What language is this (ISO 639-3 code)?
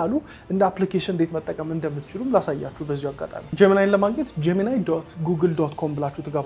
amh